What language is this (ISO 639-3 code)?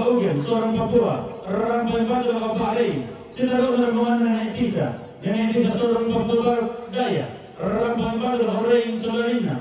sda